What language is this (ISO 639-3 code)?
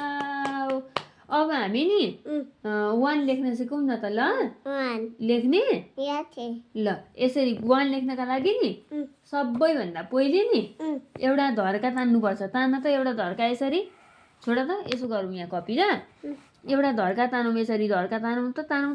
nep